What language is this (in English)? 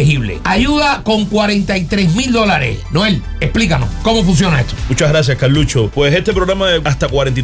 Spanish